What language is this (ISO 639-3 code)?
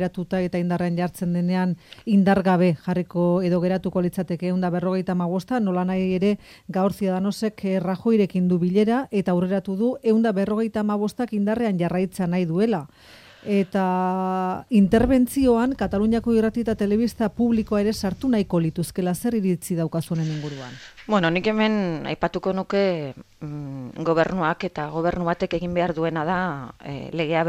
eus